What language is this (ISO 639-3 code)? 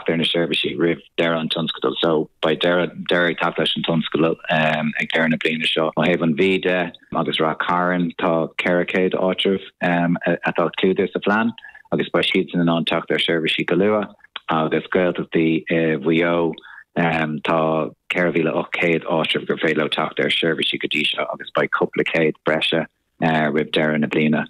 gle